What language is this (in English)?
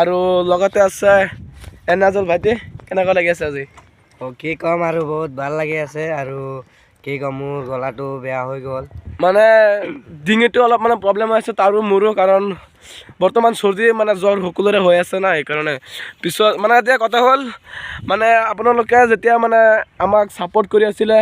Assamese